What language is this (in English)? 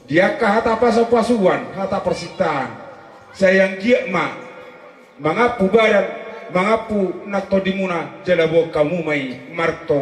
Batak Toba